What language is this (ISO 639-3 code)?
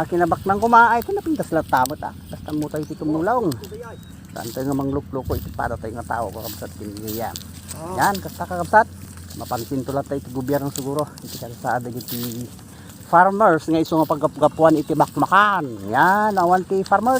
ilo